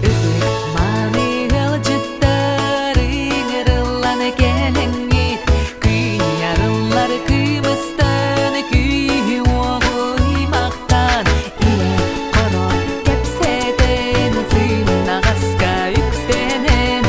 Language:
Yakut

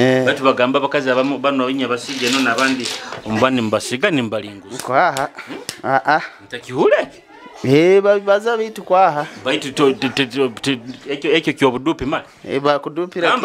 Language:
Nyoro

